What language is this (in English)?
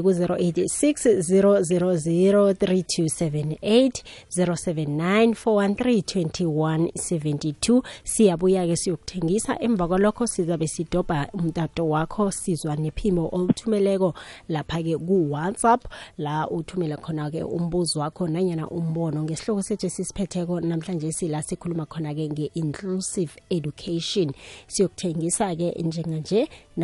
South Ndebele